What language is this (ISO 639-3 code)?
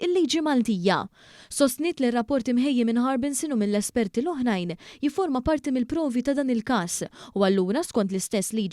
mlt